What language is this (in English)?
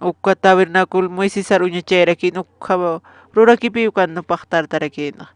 Aymara